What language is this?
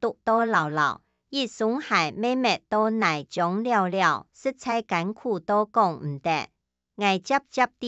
Hakka Chinese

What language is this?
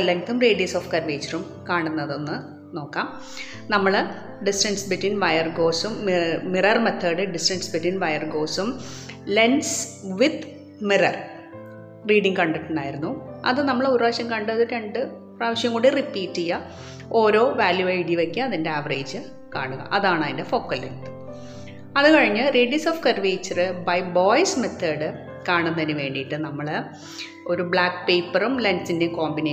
Malayalam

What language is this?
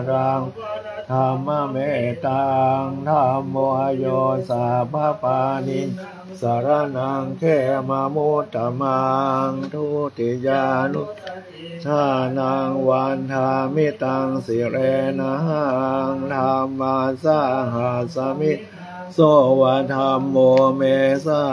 Pali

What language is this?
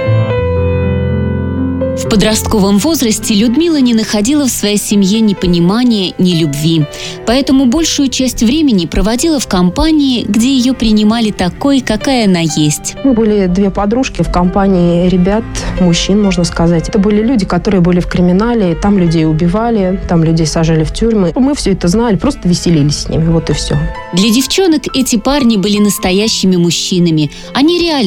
Russian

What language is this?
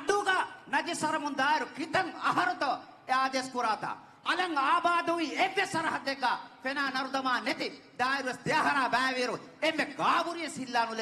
Divehi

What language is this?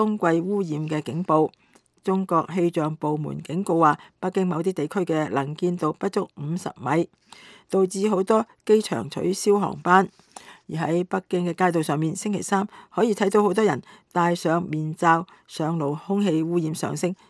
Cantonese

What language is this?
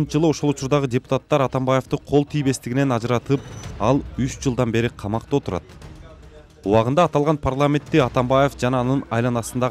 Kyrgyz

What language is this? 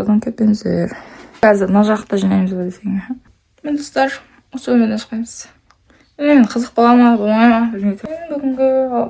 Kazakh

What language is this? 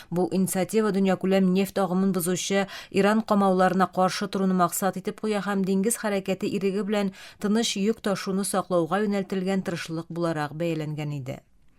Tatar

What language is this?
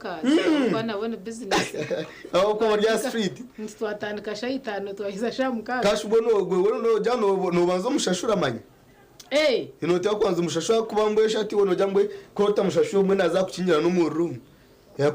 Nyankole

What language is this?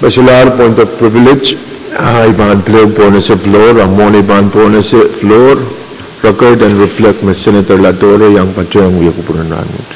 Pohnpeian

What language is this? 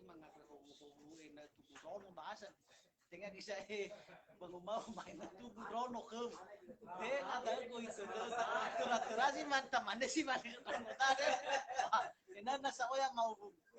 Nias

